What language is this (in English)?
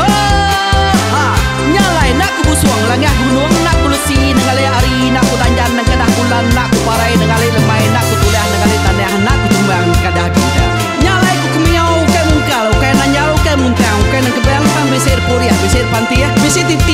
Iban